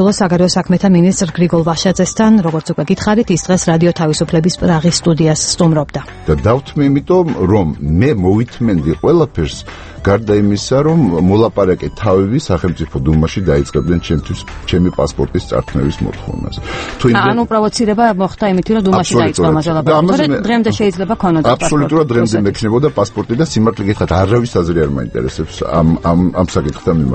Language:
Georgian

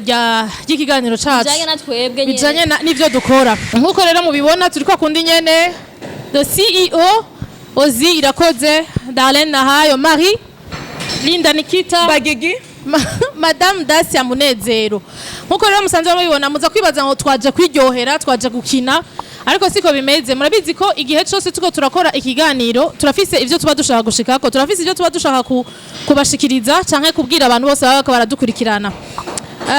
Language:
Rundi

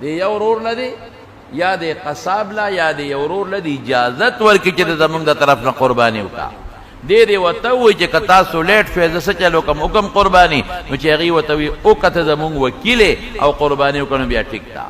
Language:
Pashto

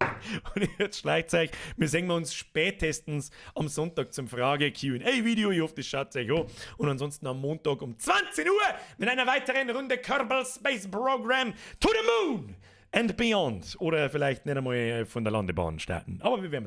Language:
Bavarian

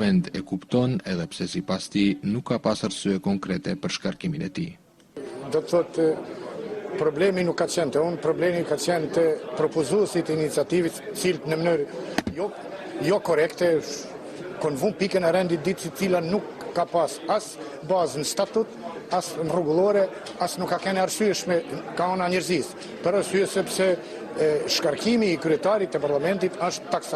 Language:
Albanian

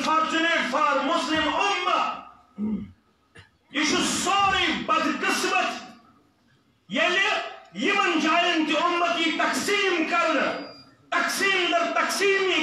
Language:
Kashmiri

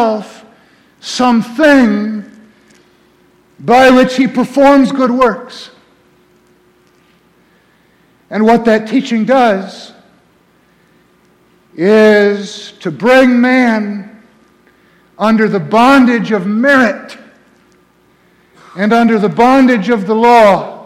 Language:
English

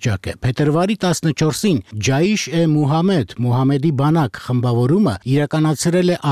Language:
Armenian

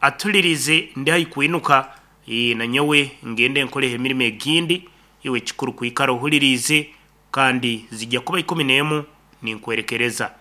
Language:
Nyankole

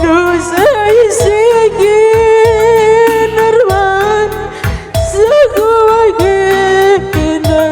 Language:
Batak Karo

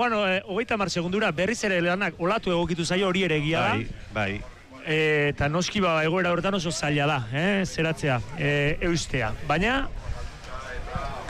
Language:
Basque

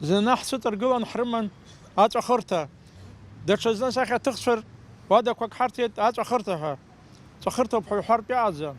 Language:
Abkhazian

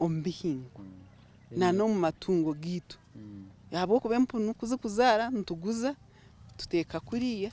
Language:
Nyankole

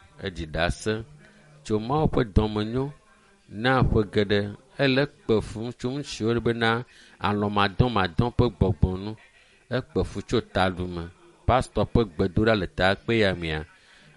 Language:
Ewe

